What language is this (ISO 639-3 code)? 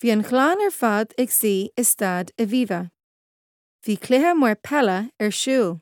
gle